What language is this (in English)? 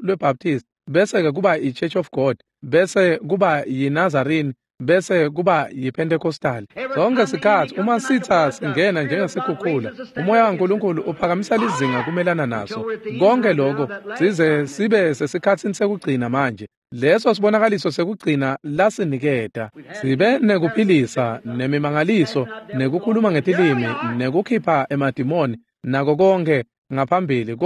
Swati